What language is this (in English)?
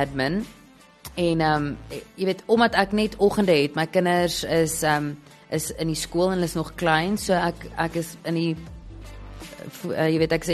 Afrikaans